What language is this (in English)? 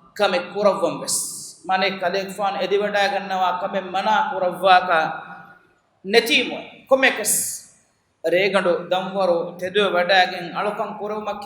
Divehi